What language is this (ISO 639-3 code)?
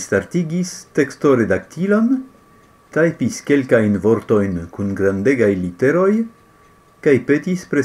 epo